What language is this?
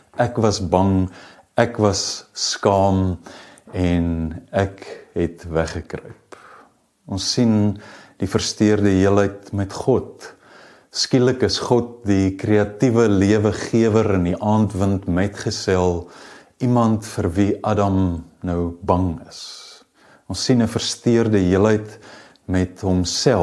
Afrikaans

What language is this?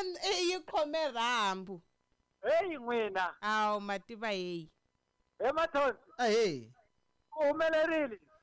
Tsonga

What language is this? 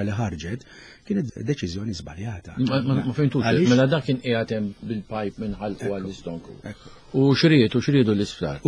Maltese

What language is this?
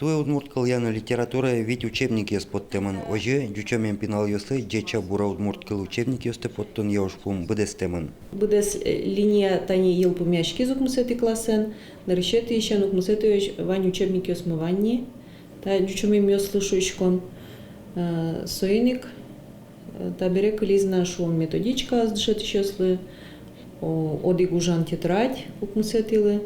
Udmurt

